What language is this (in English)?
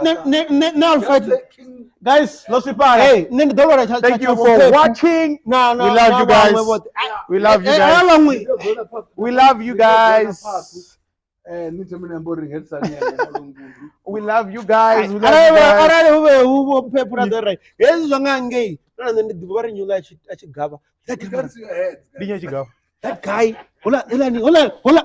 Venda